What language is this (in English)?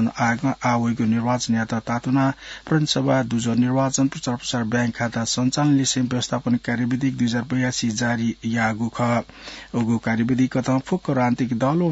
Newari